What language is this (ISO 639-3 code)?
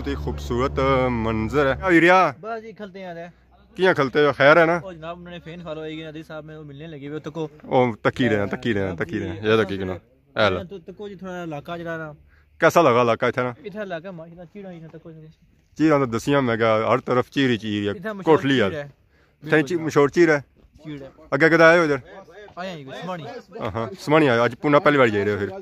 phr